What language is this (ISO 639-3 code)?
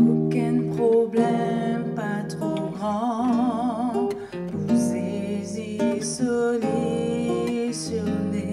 mfe